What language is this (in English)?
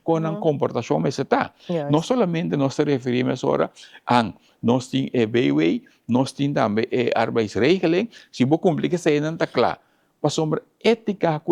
Papiamento